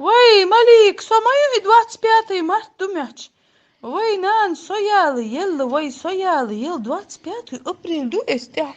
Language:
Chechen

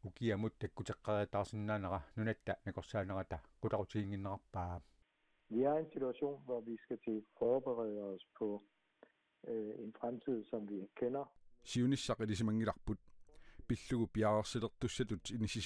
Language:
Kalaallisut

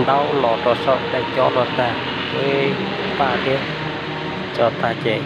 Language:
Hmong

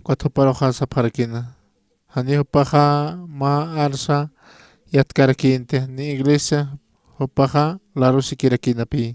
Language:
Aymara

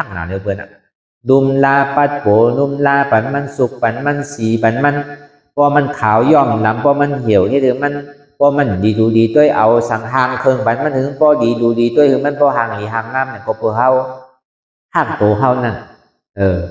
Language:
Shan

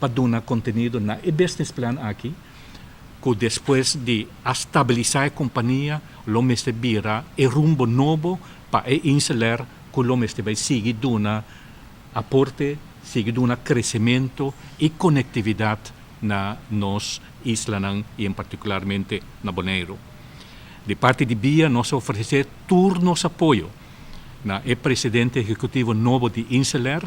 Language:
Papiamento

